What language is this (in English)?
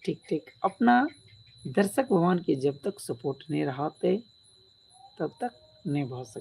Maithili